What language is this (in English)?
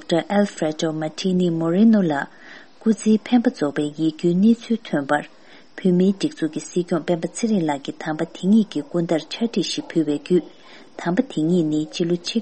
Tibetan